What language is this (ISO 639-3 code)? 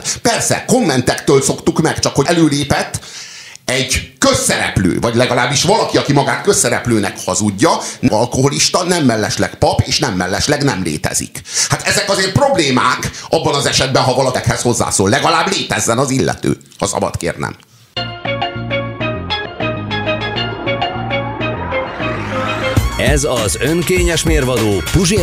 hun